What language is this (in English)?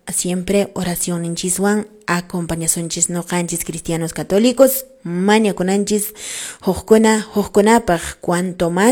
Quechua